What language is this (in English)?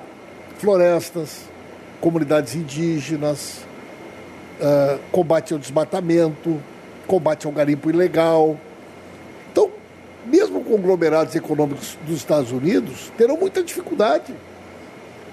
Portuguese